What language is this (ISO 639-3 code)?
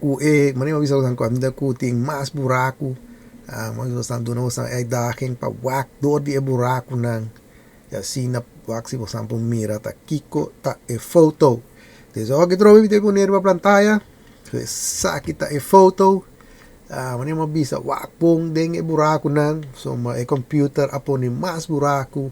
pap